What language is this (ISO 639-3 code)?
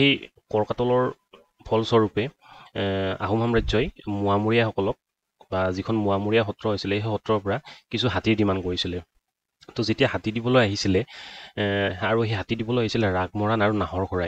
asm